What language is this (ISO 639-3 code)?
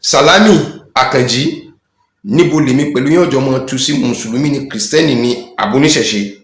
yor